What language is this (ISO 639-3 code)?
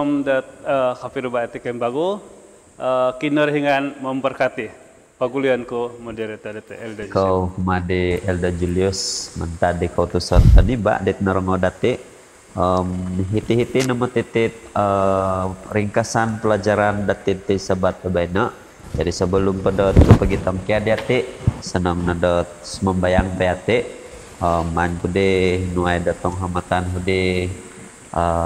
dtp